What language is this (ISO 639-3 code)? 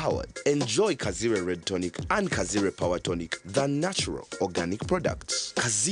nyn